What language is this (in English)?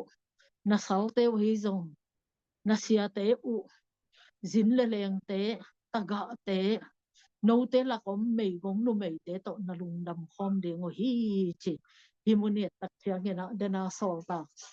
Tedim Chin